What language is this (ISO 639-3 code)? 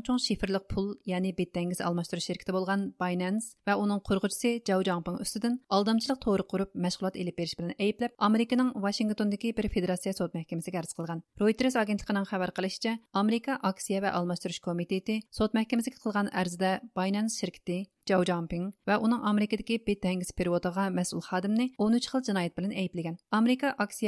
uig